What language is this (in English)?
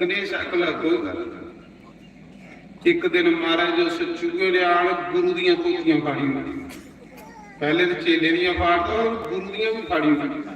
Dogri